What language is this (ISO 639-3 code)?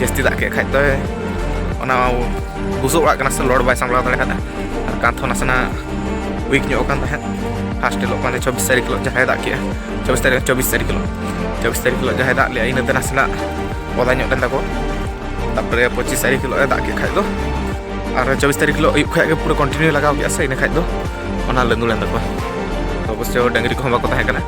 sat